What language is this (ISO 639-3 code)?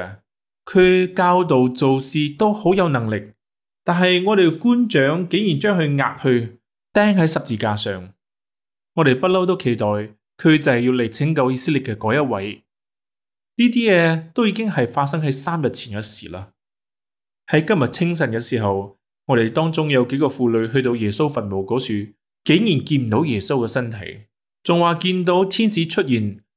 yue